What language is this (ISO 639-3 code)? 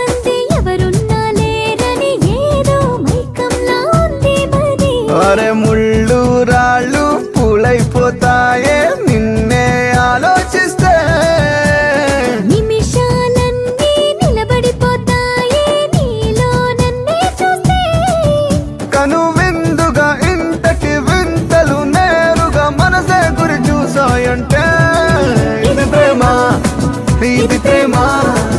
tel